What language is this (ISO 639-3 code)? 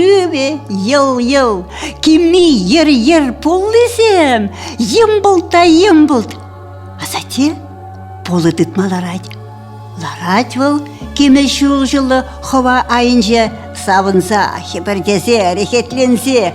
chv